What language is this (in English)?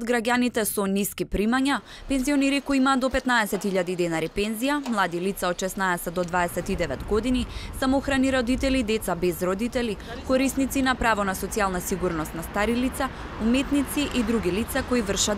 Macedonian